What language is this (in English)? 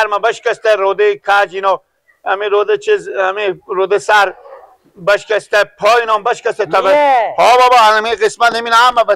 Persian